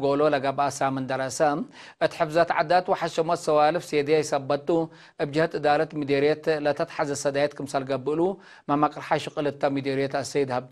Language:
Tigre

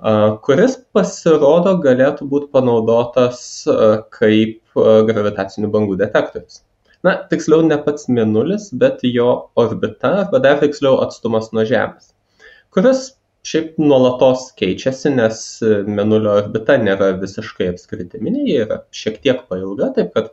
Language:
Lithuanian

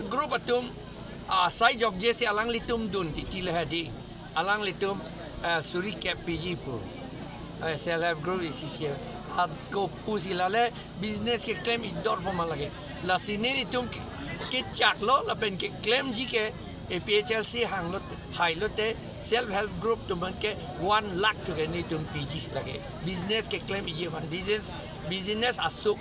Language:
Karbi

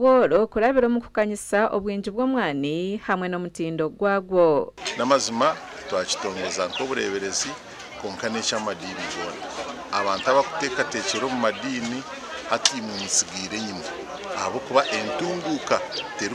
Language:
Nyankole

